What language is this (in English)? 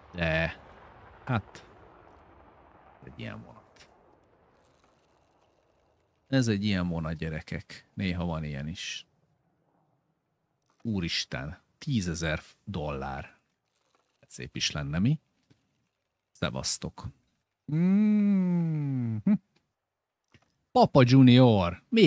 Hungarian